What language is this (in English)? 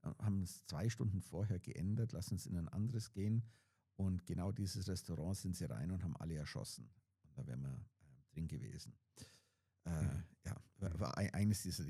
Swiss German